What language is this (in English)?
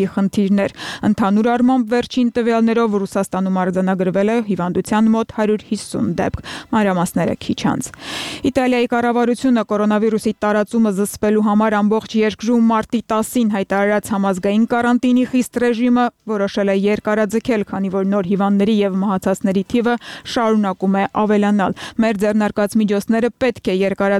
Armenian